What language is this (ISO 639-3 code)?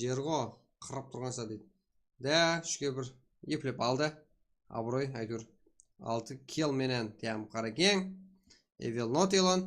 kaa